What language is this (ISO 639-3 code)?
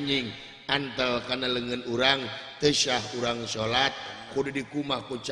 sun